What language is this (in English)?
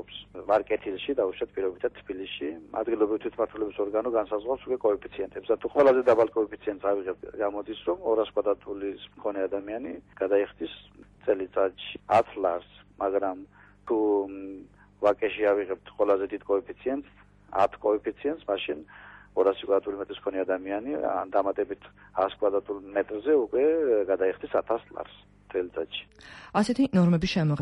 Georgian